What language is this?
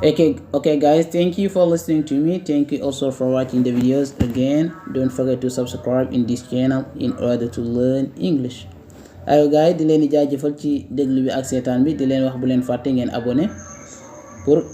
Wolof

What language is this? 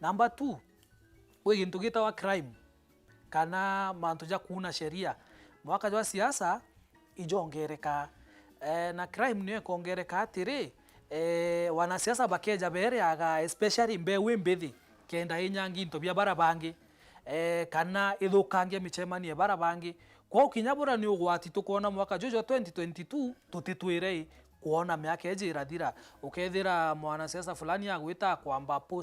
Meru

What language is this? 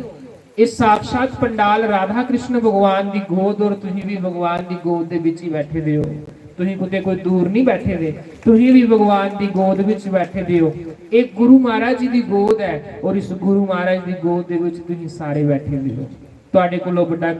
Dogri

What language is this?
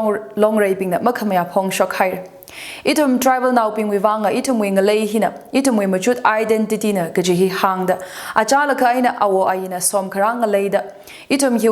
Tangkhul Naga (India)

